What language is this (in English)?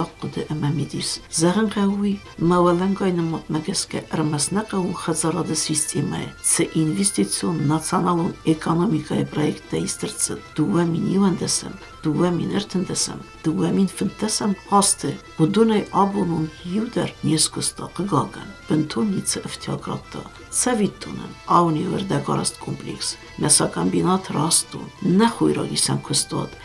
Ossetic